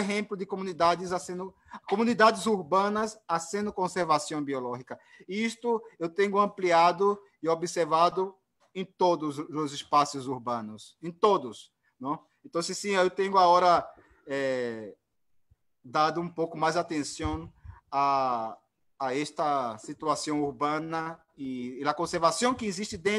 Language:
Portuguese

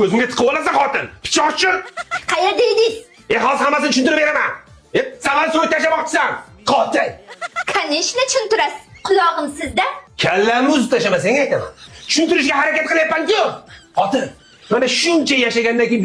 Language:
Uzbek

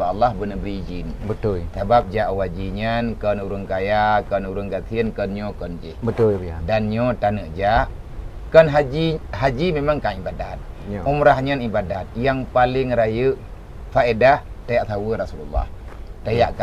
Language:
Achinese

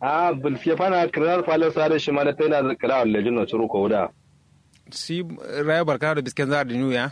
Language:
Kanuri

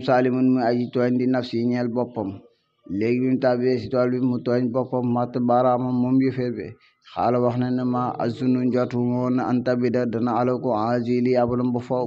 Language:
Wolof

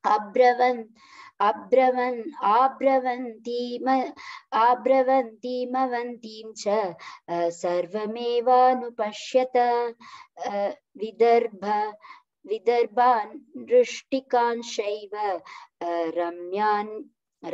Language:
Sanskrit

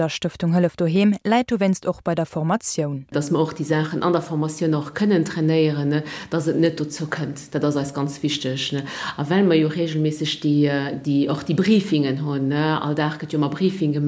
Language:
Luxembourgish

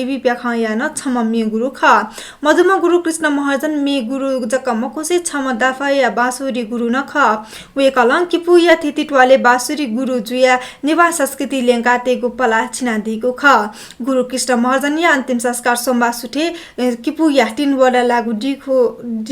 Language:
Newari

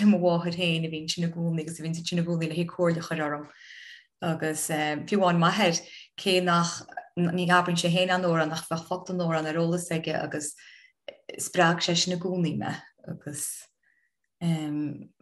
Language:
Irish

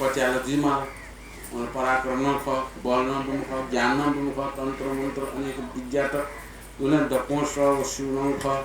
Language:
Newari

